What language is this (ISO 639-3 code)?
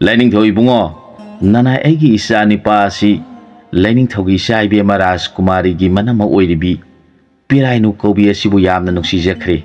mni